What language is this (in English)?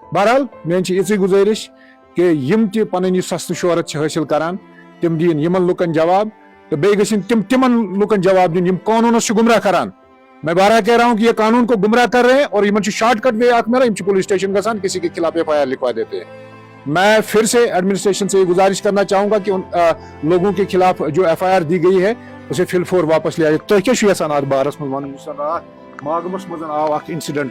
Kashmiri